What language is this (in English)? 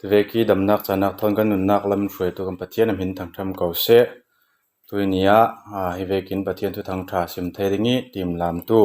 Falam Chin